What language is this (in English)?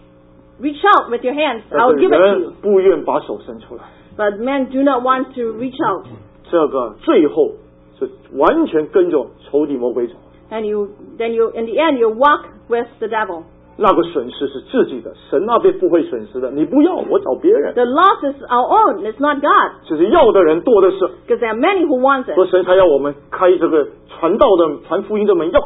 Chinese